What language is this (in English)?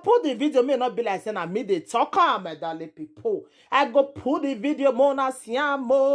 Nigerian Pidgin